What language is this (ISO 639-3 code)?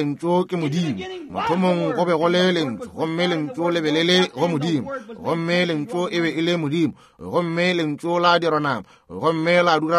nso